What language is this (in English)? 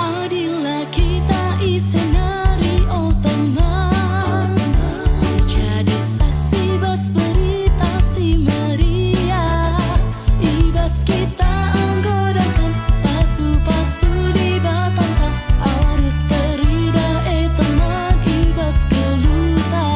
Batak Karo